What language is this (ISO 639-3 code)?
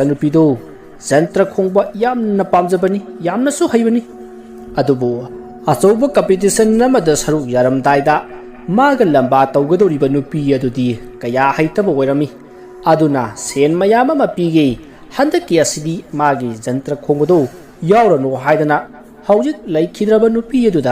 mni